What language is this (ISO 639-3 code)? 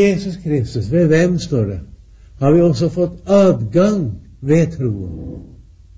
nor